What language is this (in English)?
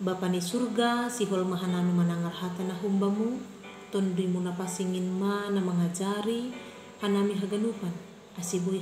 Batak Simalungun